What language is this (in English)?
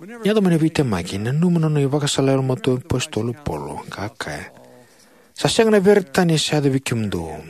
Fijian